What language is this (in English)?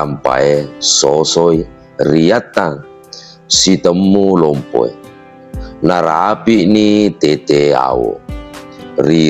Buginese